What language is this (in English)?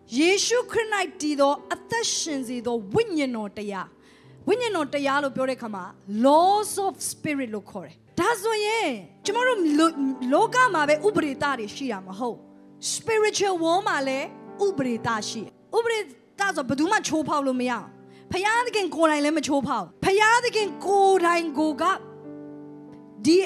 Burmese